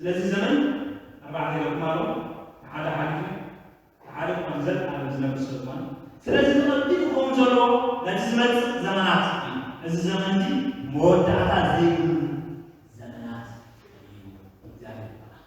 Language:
Tigrinya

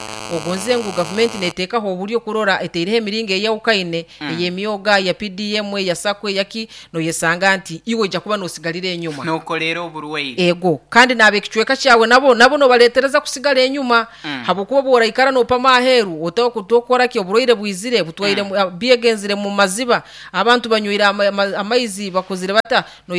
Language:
Nyoro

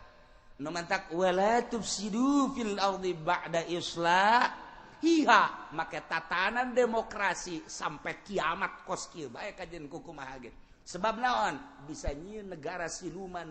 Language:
Sundanese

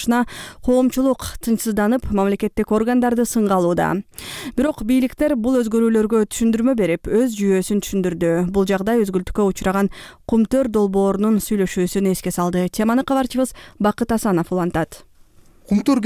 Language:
Kyrgyz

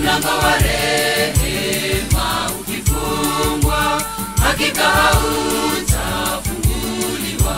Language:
Gusii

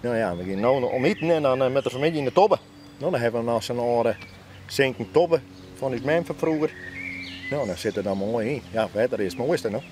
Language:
Western Frisian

